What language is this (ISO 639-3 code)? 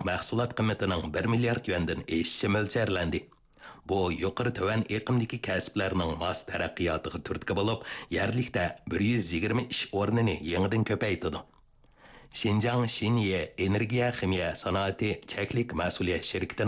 uig